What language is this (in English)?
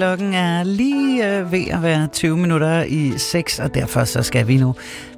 Danish